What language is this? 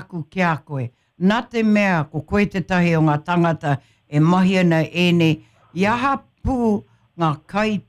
Māori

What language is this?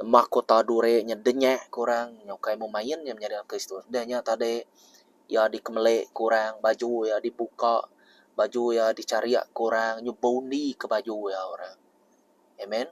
Iban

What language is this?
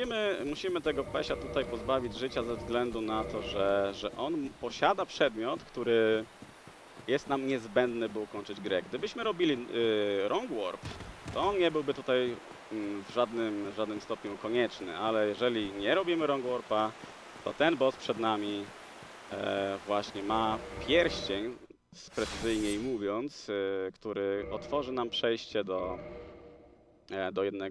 Polish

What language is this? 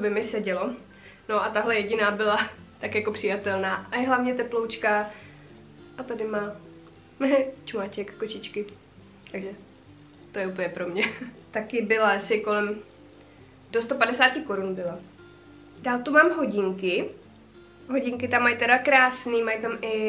Czech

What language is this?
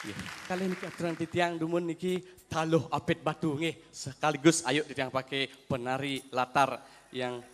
Balinese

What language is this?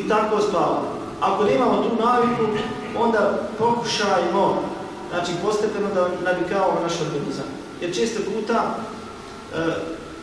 Bosnian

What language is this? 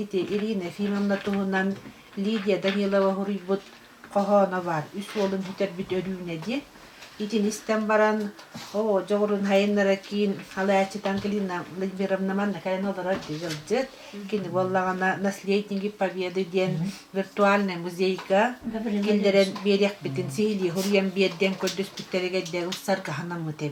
Yakut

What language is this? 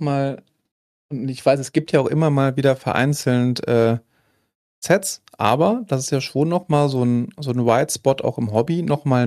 German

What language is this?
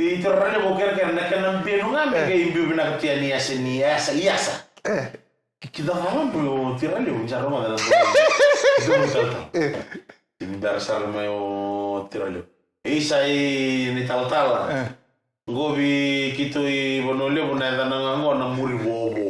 Fijian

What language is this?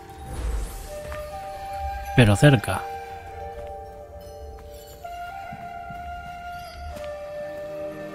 Spanish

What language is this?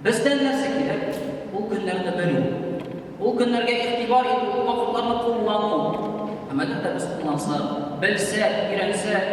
Tatar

